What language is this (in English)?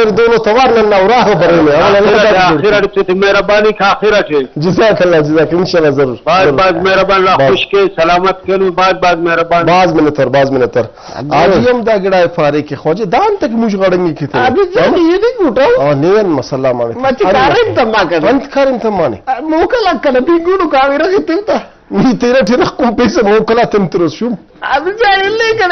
Brahui